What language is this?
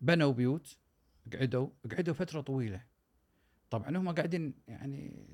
Gulf Arabic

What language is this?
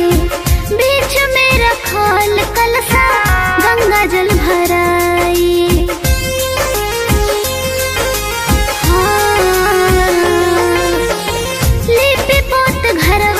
Bhojpuri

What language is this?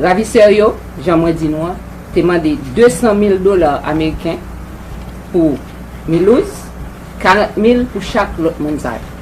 Haitian Creole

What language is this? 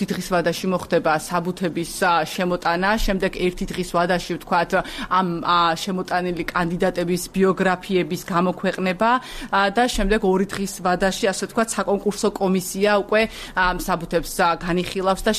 Georgian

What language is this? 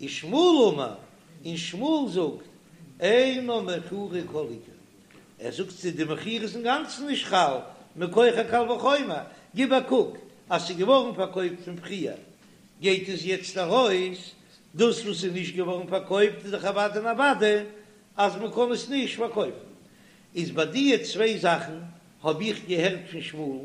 Yiddish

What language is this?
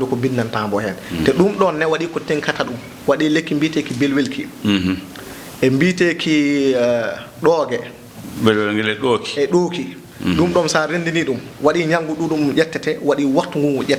Fula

